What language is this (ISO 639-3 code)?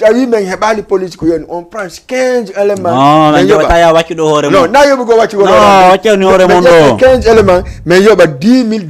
ful